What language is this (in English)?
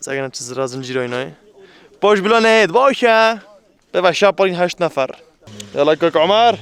Kurdish